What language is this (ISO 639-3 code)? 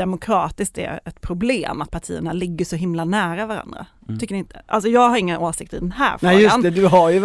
swe